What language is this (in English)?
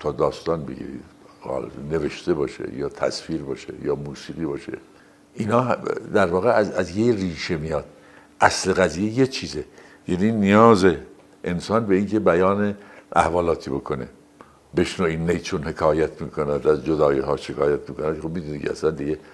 Persian